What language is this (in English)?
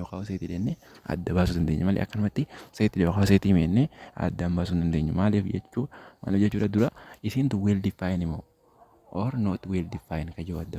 Oromo